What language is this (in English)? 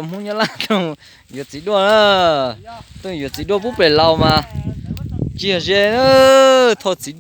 Hmong